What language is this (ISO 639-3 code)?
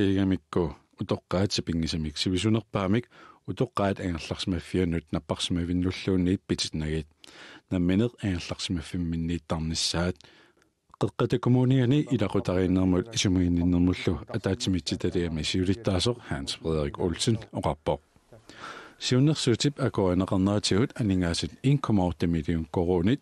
kal